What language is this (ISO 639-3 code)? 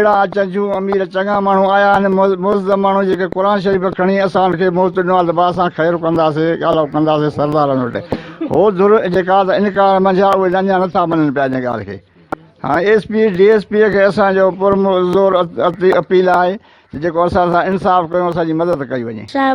snd